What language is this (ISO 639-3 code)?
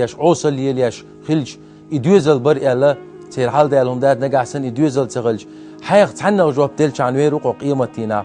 che